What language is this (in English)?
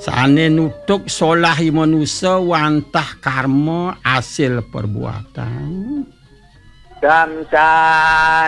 Balinese